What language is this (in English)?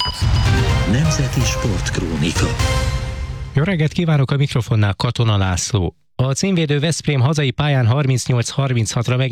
Hungarian